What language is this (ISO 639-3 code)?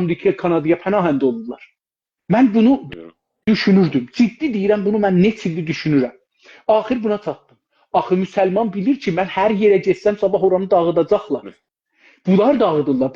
azb